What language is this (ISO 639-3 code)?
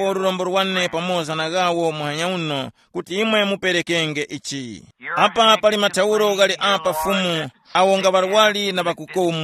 tum